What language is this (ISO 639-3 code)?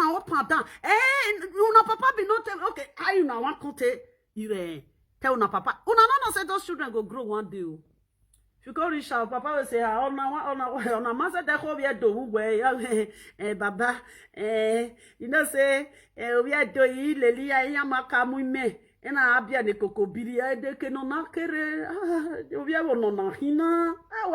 pcm